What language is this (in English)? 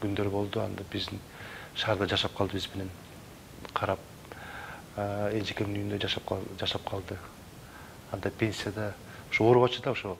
Kyrgyz